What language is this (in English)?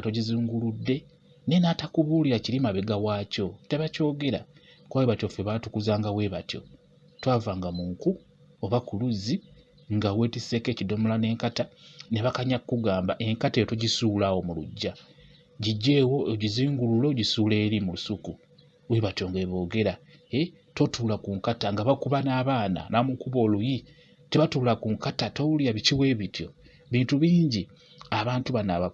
Ganda